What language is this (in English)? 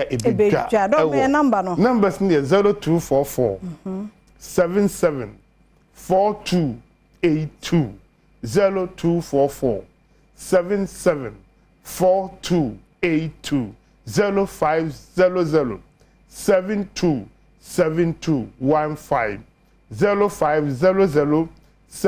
Akan